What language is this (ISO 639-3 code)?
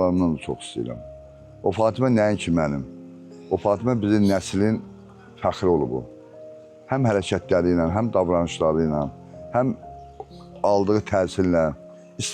aze